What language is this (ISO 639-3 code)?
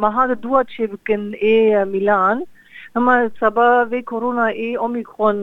kur